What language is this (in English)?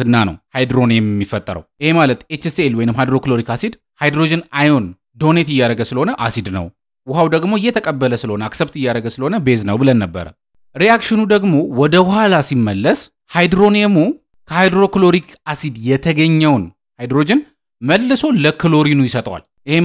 Amharic